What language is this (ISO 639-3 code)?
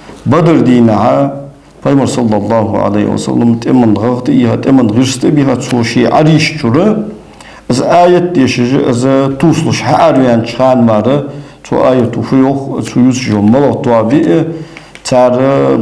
inh